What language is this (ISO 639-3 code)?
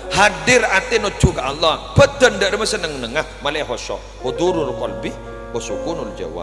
mad